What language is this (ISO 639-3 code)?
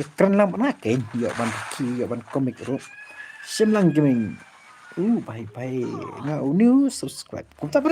kha